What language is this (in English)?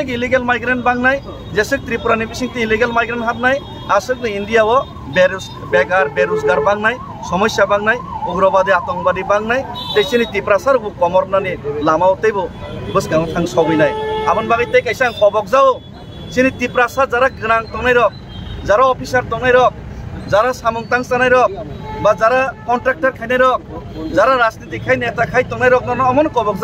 Kok Borok